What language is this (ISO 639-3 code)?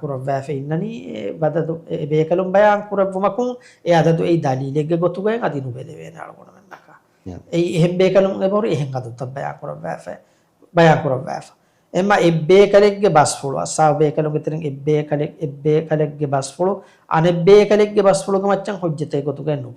div